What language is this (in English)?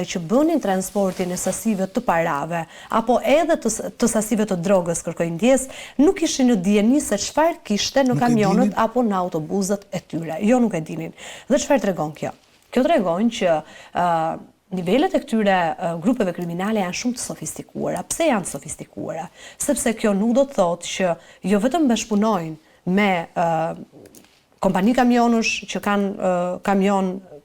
Albanian